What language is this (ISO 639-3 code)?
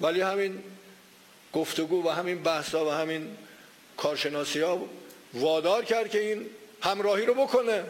fas